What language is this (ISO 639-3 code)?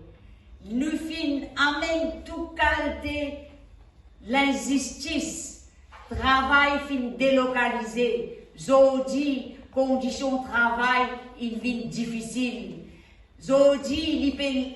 mfe